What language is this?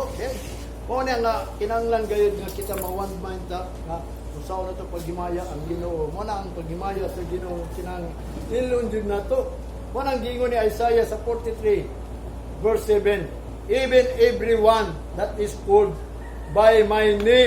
Cebuano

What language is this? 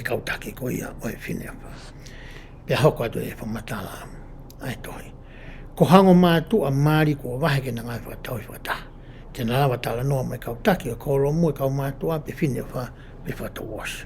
Tongan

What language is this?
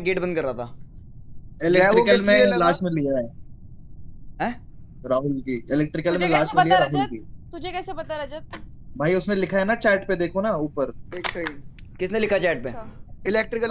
Hindi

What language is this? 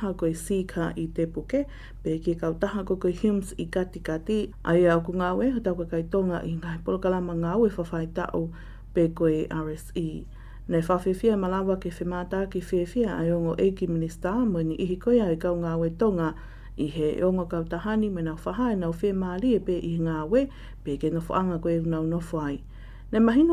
Tongan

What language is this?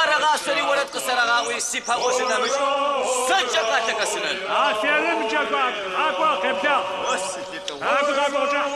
Adyghe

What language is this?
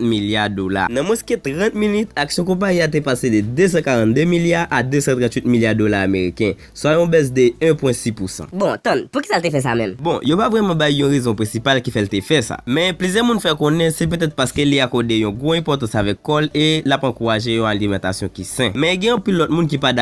Haitian Creole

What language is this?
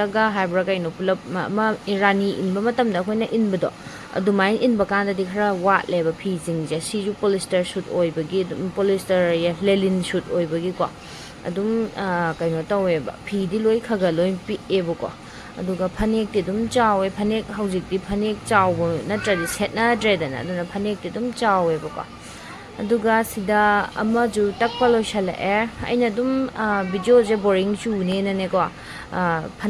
Manipuri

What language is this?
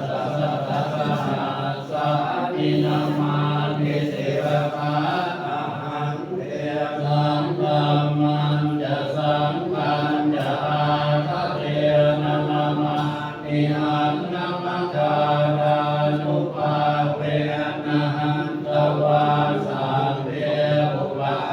Pali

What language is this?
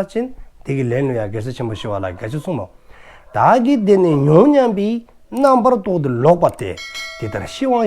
Dzongkha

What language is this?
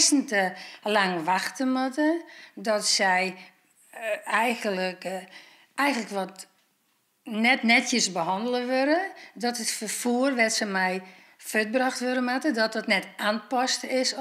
Western Frisian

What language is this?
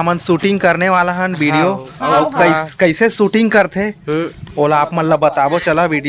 Chhattisgarhi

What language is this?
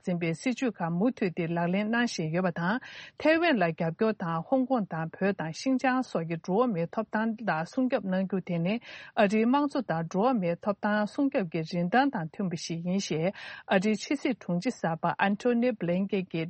Tibetan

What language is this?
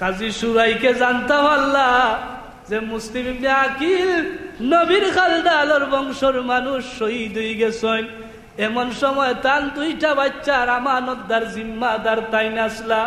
Sylheti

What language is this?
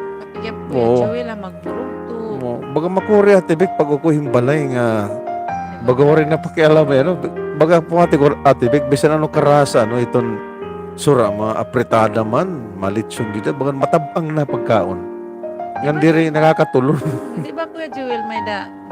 Waray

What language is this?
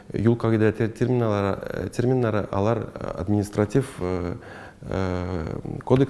Tatar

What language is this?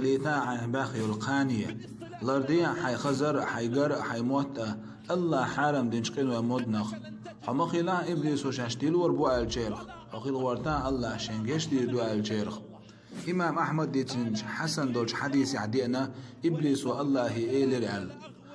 Chechen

